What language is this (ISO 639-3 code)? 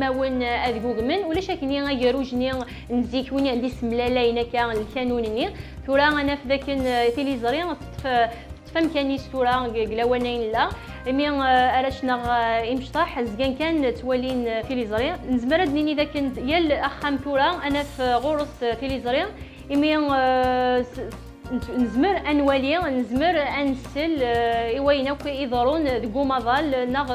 kab